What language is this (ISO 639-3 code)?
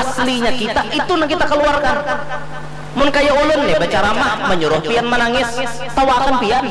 bjn